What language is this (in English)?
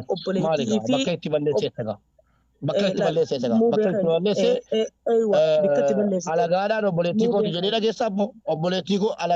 Oromo